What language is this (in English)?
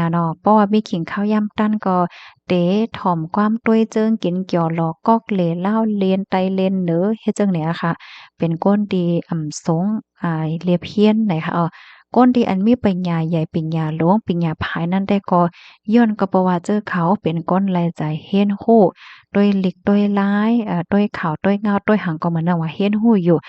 Shan